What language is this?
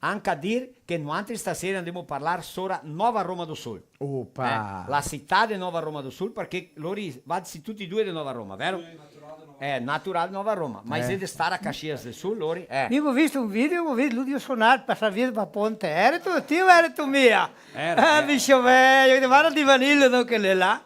Venetian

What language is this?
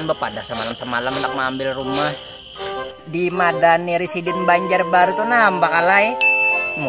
Banjar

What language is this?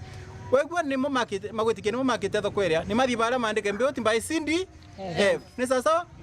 Meru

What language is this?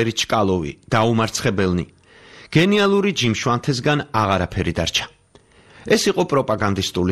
Georgian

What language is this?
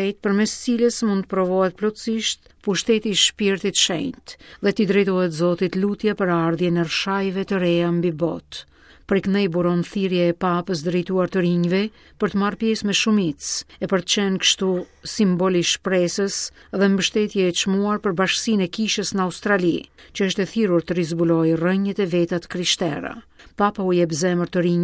Albanian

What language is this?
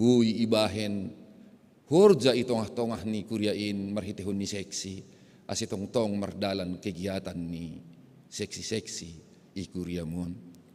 Batak Simalungun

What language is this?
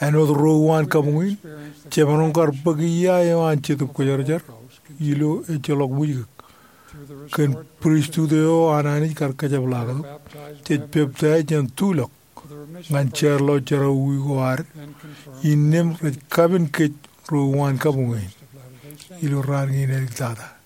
Marshallese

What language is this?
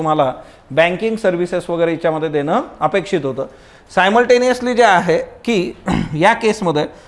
Marathi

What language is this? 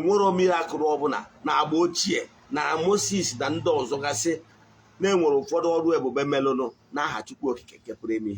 Igbo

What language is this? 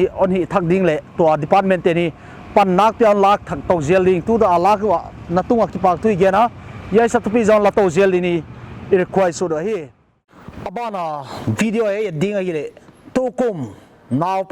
Paite Chin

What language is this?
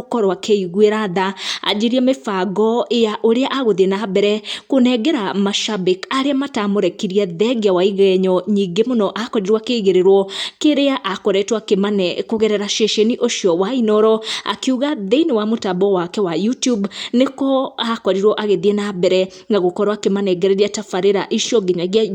Kikuyu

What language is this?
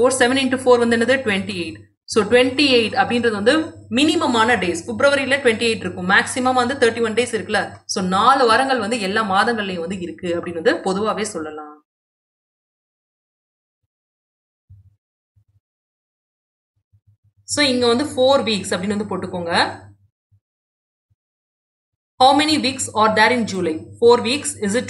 Tamil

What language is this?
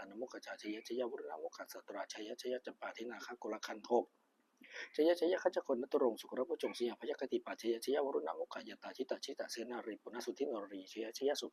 Pali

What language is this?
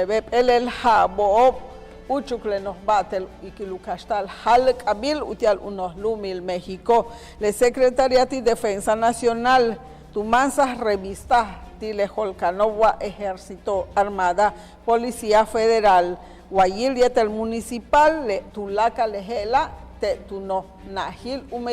Yucateco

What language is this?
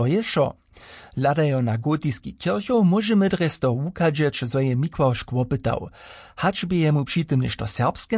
Upper Sorbian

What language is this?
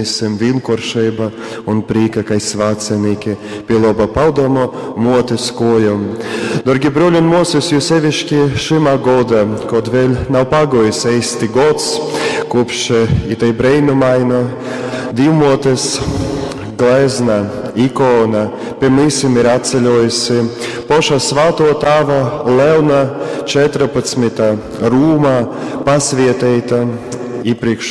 Latgalian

